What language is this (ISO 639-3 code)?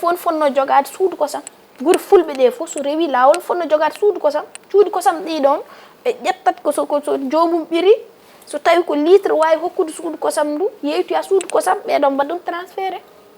ful